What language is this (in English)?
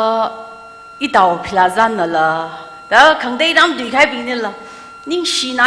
Tangkhul Naga (India)